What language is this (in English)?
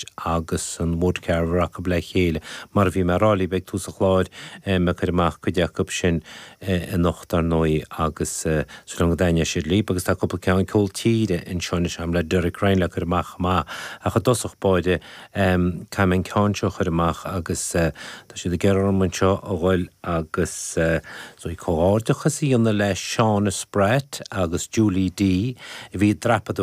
Irish